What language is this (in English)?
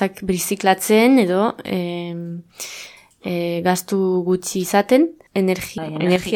Basque